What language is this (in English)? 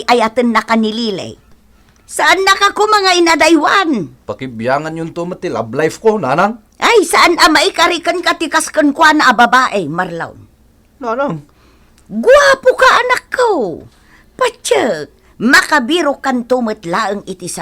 Iloko